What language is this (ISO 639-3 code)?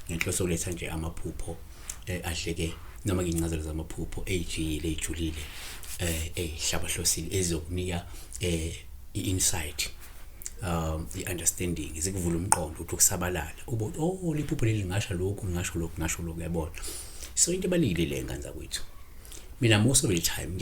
zul